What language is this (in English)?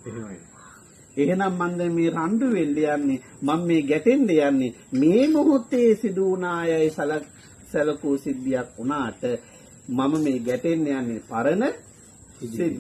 Sinhala